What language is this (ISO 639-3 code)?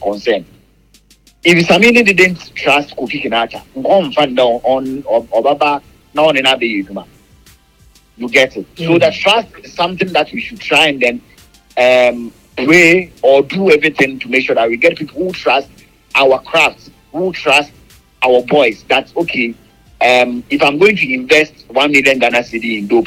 eng